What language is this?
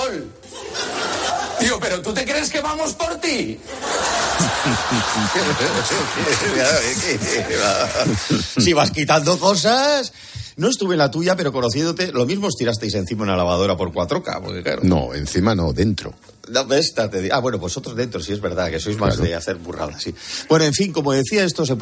Spanish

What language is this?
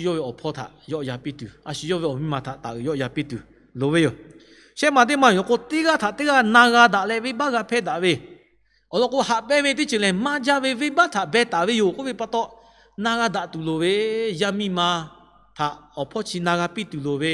Lahu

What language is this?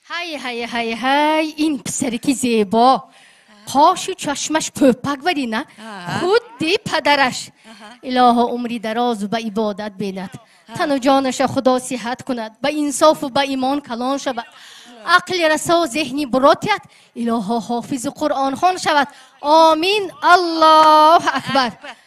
Tajik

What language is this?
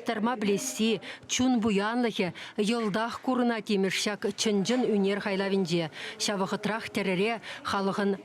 Chuvash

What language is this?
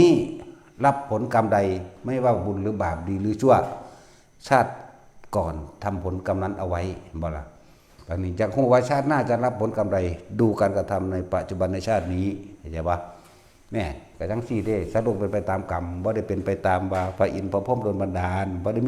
Northeastern Thai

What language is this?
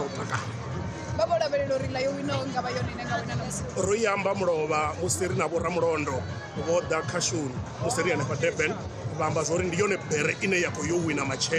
Venda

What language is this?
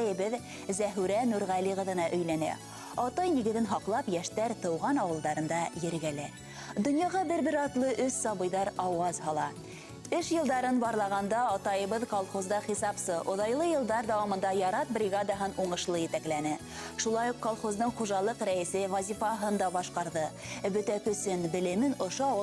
Bashkir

